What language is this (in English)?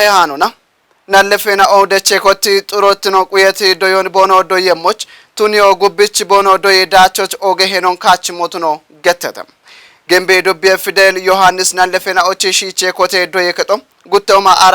Kafa